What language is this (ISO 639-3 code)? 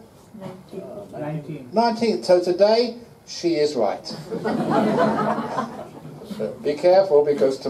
eng